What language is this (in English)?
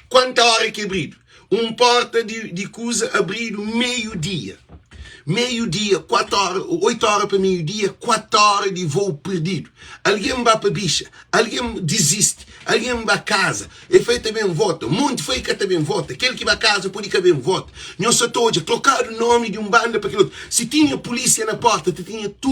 Kabuverdianu